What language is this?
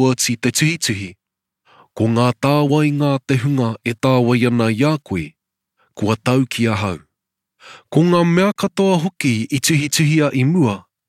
Māori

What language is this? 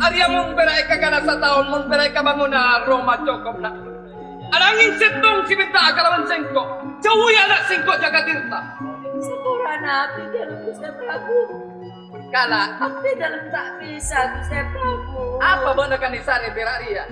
Madurese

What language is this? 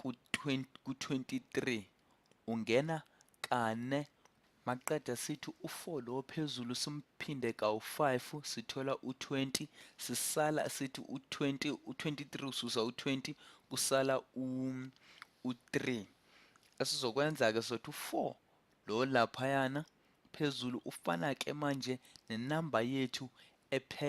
Zulu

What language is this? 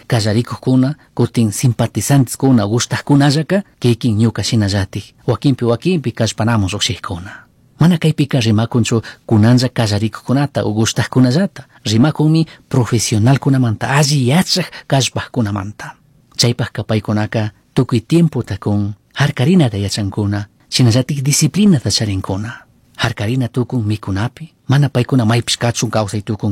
Chimborazo Highland Quichua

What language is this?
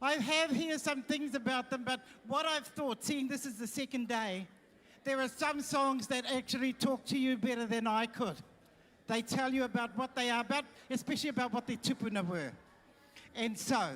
Māori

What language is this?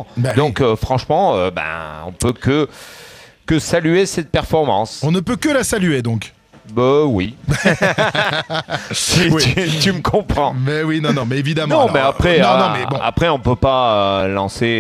French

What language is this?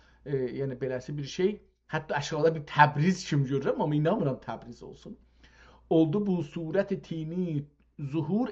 South Azerbaijani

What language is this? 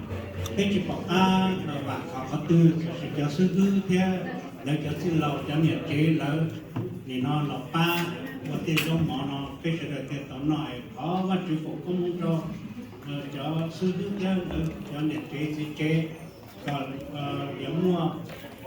Hmong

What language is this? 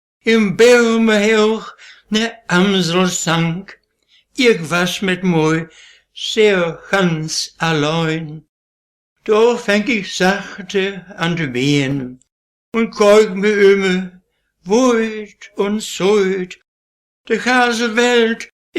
Westphalien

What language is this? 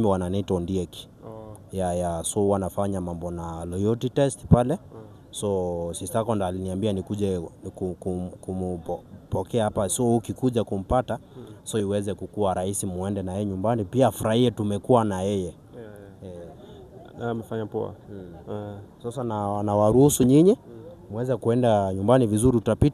Swahili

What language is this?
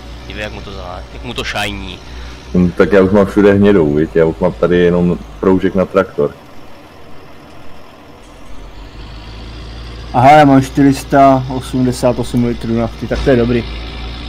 Czech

